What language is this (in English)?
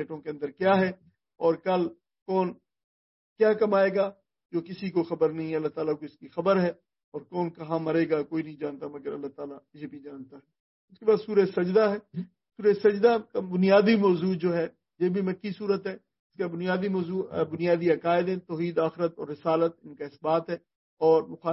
Urdu